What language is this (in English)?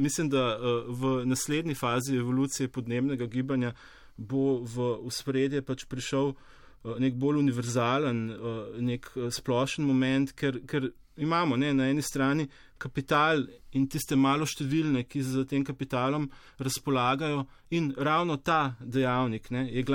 Slovenian